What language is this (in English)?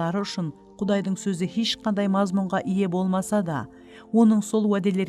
Kara-Kalpak